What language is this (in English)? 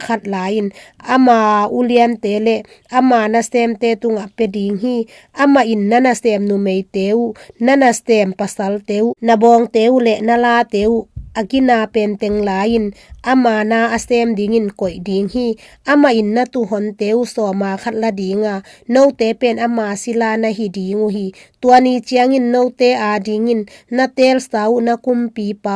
Tedim Chin